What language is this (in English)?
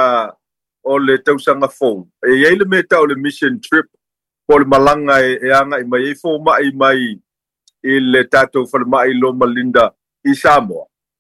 Samoan